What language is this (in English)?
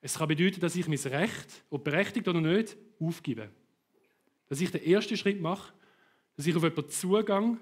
Swiss German